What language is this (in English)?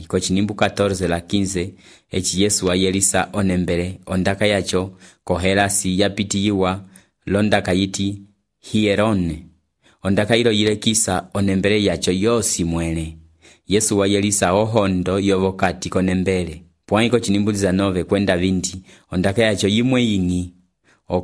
Umbundu